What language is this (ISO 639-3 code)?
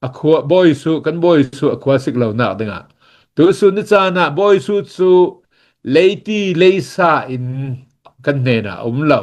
cnh